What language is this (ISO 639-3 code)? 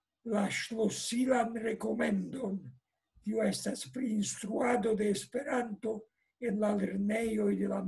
epo